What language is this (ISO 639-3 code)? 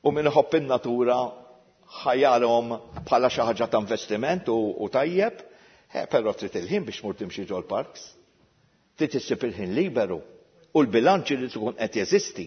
mlt